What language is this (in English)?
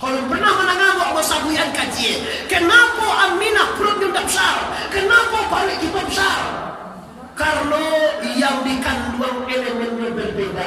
Minangkabau